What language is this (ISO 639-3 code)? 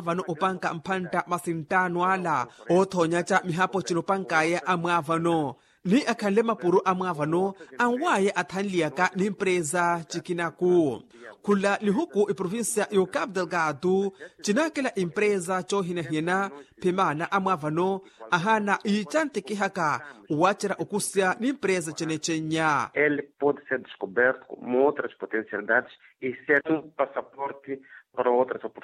vmw